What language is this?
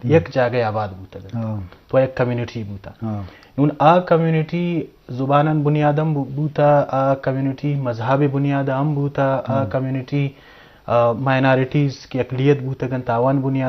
Eastern Balochi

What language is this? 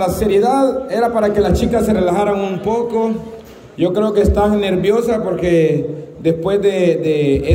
Spanish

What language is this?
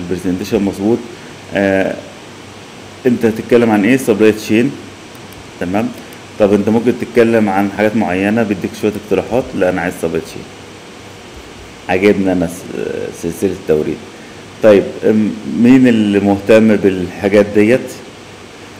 Egyptian Arabic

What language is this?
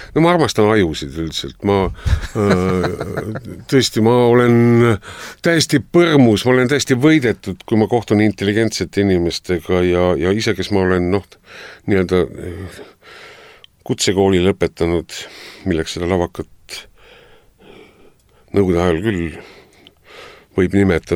Estonian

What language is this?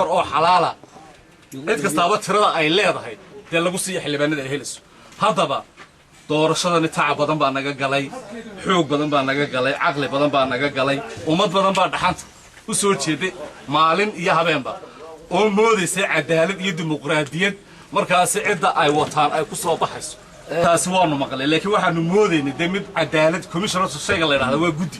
Somali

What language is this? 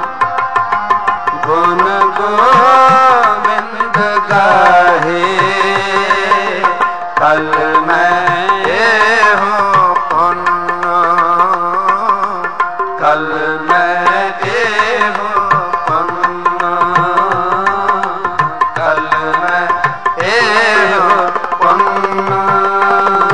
Punjabi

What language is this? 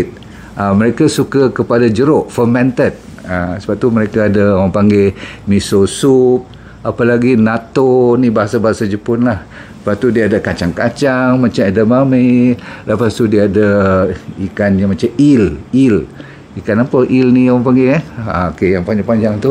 Malay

